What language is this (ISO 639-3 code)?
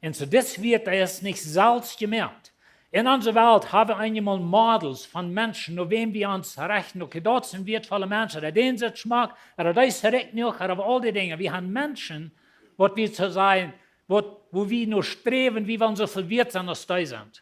pdt